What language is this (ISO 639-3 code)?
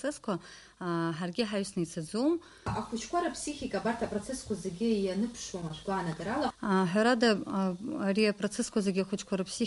abk